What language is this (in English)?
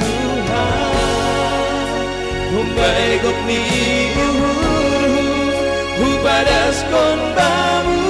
Batak Simalungun